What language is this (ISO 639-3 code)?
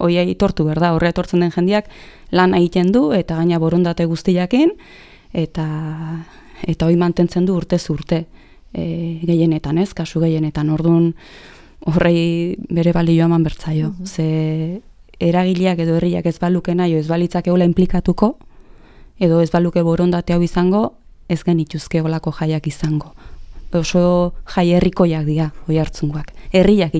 eus